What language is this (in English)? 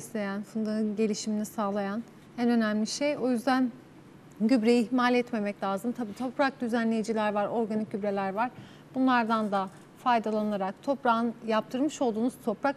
Turkish